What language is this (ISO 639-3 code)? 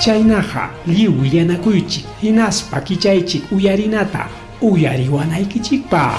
quy